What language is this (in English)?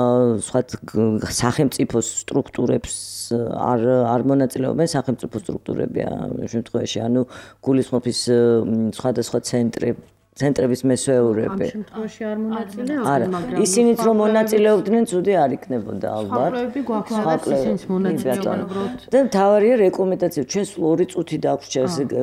Georgian